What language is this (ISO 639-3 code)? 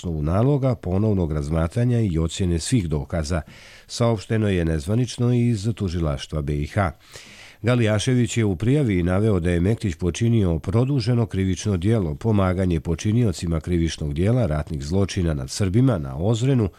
hrv